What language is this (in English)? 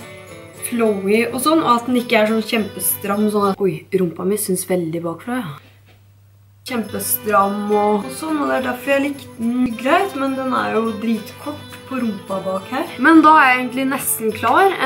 Norwegian